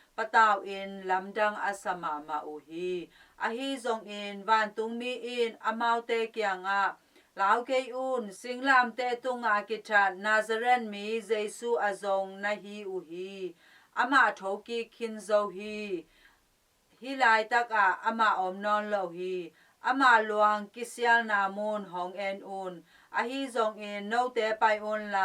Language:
Tedim Chin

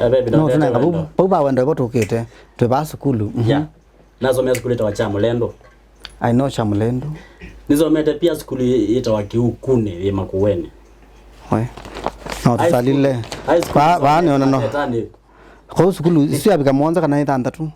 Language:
Kamba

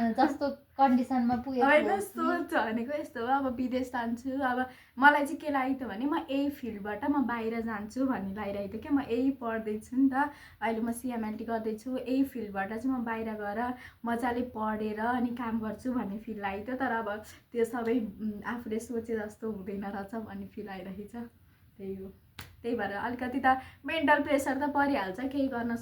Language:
Nepali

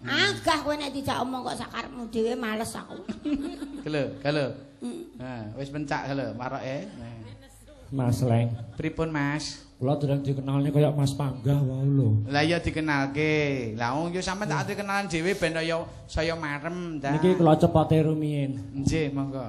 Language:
Javanese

